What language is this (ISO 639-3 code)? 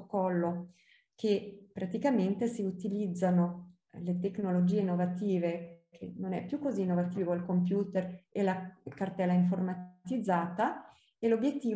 ita